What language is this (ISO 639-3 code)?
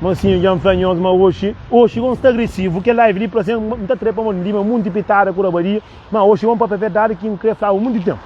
kea